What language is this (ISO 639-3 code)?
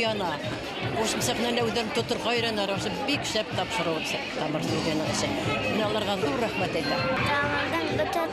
bak